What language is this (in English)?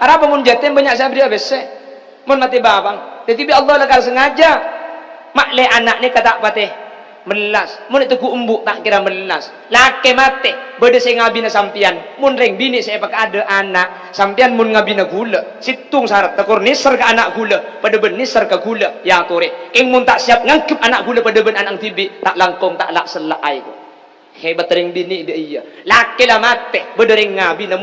Madurese